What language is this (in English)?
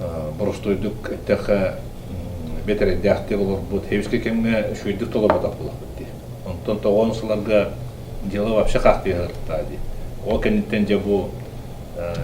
Yakut